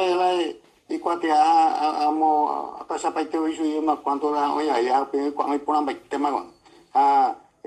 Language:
Guarani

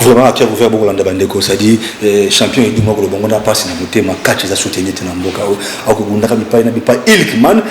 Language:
Lingala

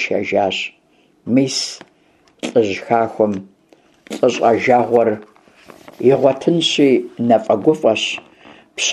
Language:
Kabardian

